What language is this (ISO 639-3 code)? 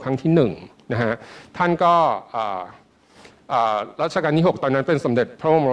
tha